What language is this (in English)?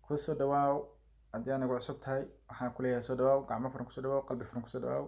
Somali